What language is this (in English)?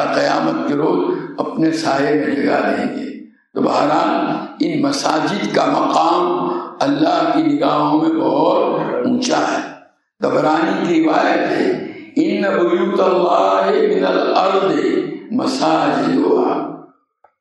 Urdu